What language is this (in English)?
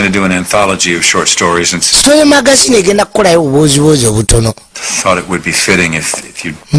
Ganda